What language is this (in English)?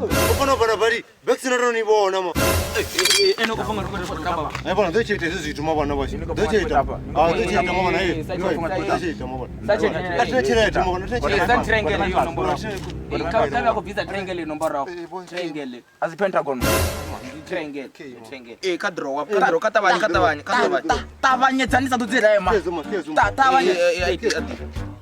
Venda